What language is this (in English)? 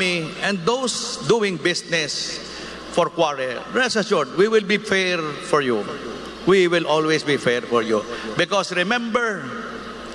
Bikol